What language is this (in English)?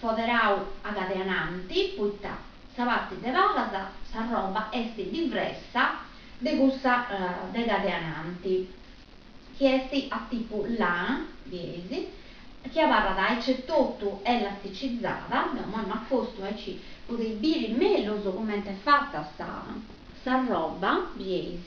Sardinian